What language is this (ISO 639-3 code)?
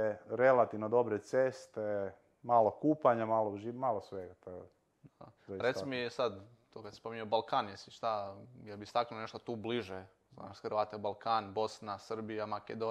hrv